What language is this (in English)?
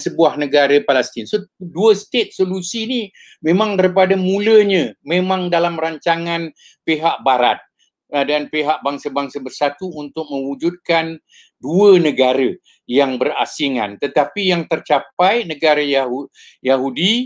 Malay